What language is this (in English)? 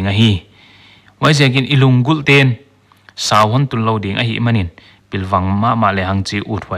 Paite Chin